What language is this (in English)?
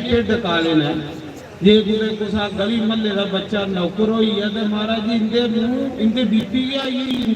Dogri